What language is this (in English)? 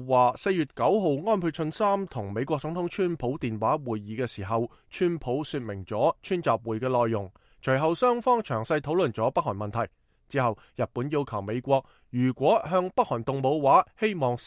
Cantonese